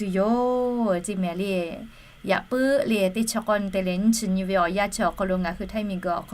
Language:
Lahu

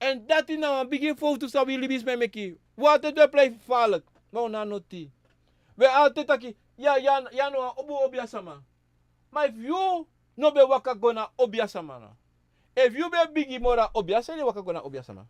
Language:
Sranan Tongo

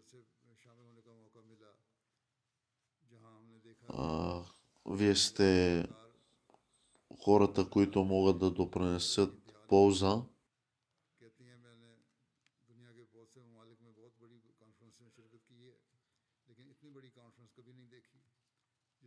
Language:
Bulgarian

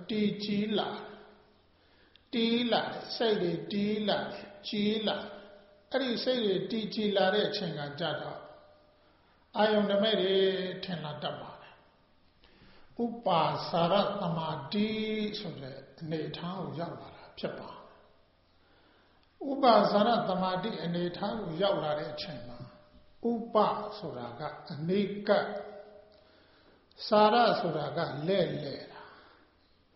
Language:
Burmese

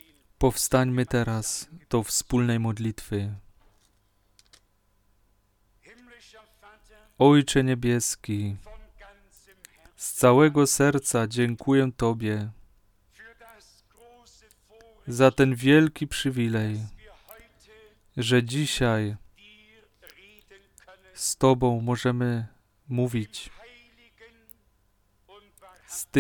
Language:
Polish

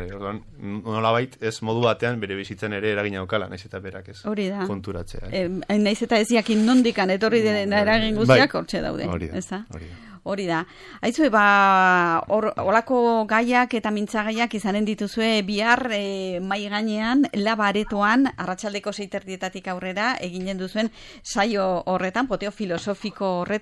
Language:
Basque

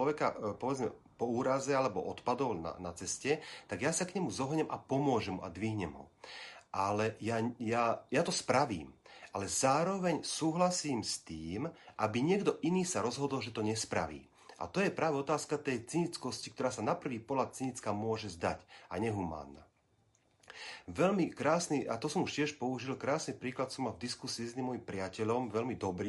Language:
Slovak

